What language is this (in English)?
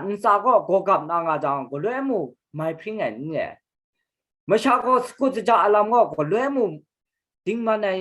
Kachin